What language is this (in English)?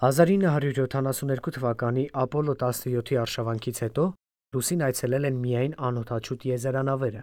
Armenian